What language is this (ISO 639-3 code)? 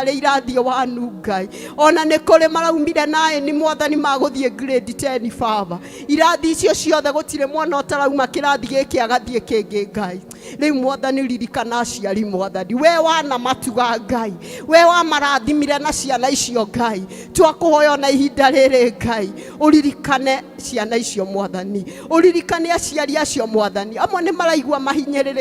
kik